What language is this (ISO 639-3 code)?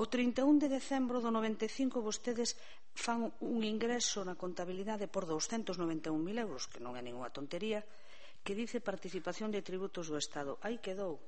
glg